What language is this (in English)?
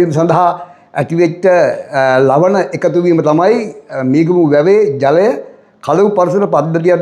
Sinhala